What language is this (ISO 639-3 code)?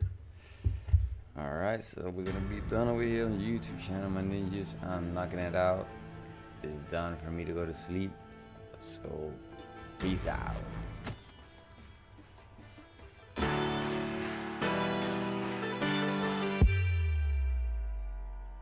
eng